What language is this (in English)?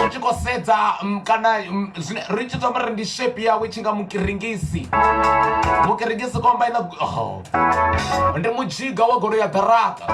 Venda